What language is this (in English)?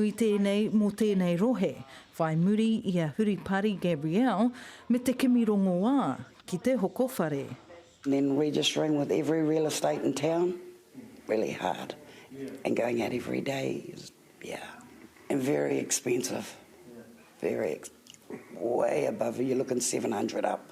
Māori